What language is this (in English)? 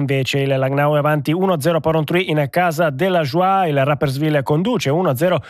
Italian